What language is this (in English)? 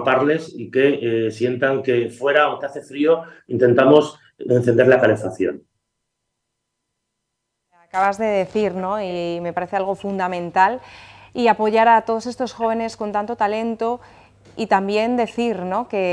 Spanish